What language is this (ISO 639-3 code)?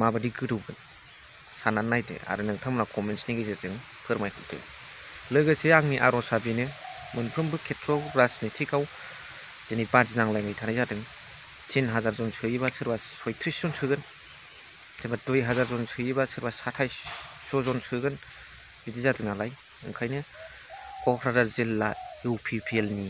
brx